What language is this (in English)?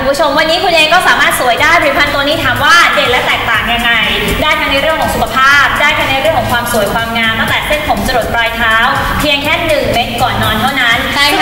Thai